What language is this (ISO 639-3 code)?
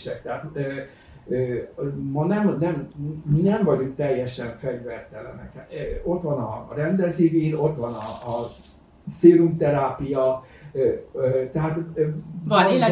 hun